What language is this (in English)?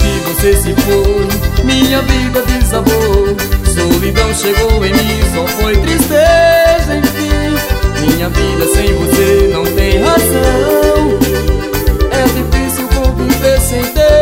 Portuguese